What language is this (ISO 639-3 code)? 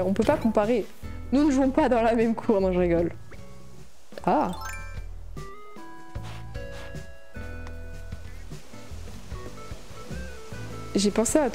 fra